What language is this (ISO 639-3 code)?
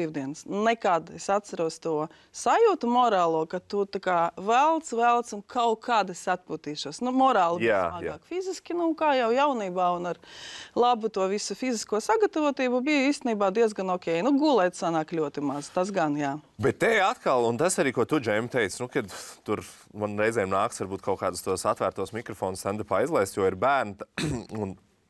lav